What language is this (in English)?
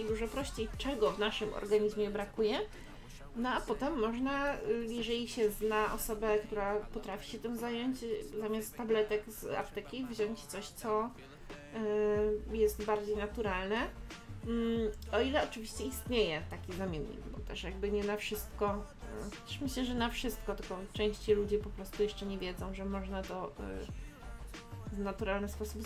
Polish